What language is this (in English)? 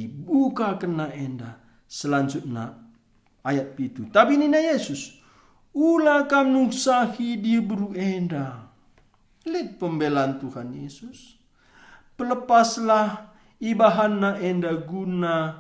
Batak Karo